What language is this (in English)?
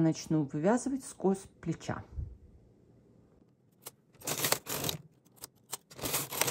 Russian